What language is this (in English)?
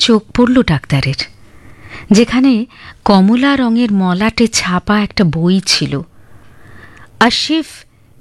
Bangla